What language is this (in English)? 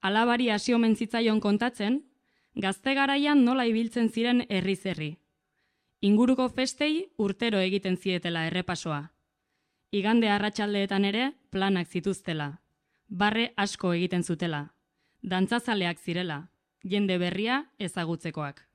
Basque